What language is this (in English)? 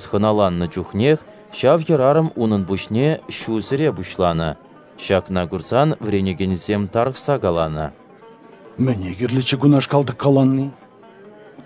Chuvash